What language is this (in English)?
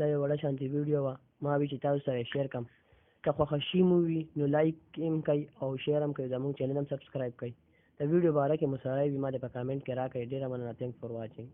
Pashto